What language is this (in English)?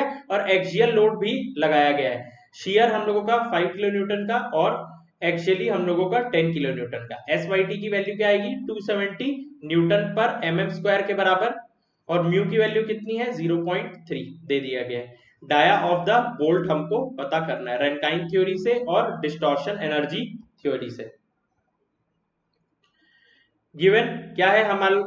Hindi